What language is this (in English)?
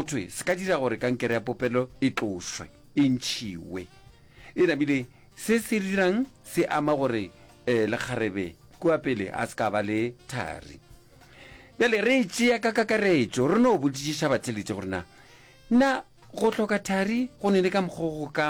Northern Sotho